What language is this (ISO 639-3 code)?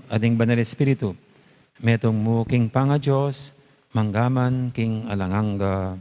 pam